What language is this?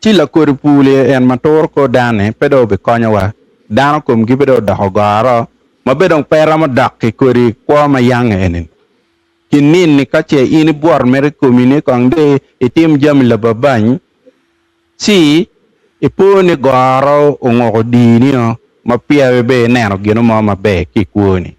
Acoli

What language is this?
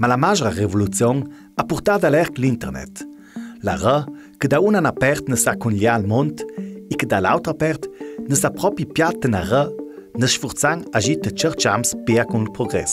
Ladin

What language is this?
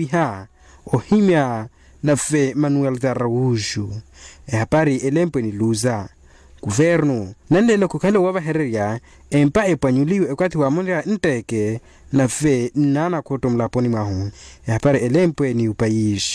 Makhuwa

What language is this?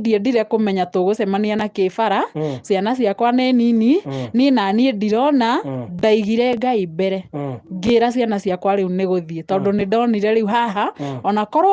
Kikuyu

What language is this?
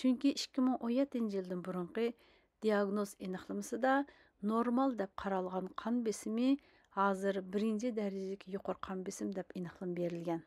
Uyghur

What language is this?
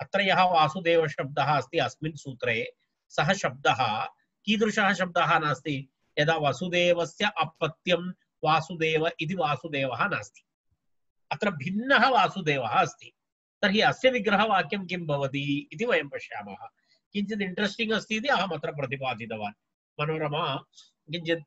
Sanskrit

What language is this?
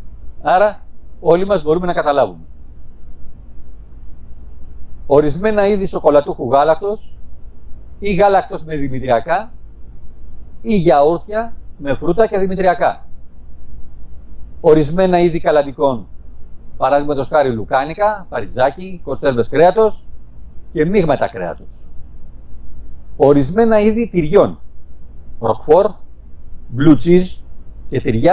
Greek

